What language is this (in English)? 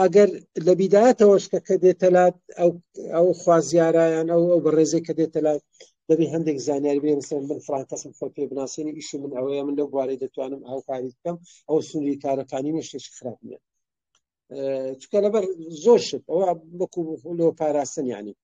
Central Kurdish